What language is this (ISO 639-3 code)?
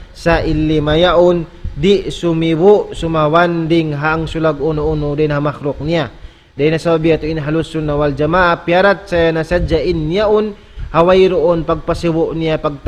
tsg